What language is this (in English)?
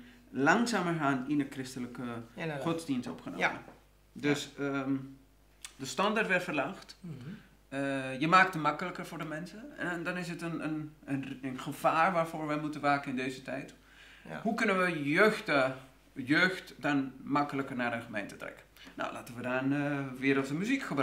Dutch